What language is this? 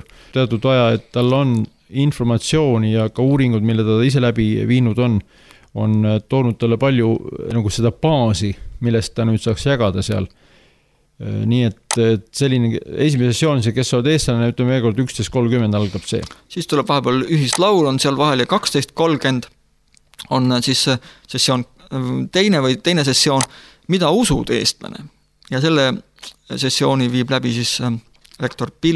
Estonian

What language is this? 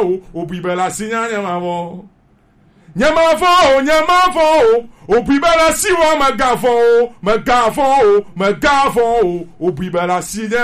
Gen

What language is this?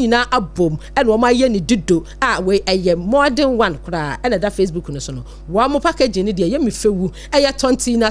Akan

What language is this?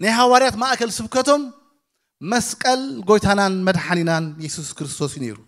Tigrinya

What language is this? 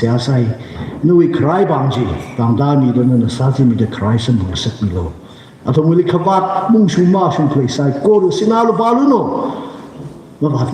Tangkhul Naga (India)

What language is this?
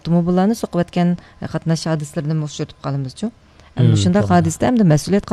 Uyghur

